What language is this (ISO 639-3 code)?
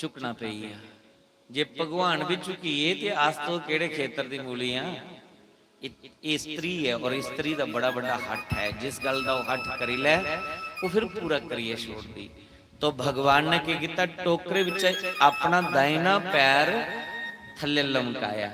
doi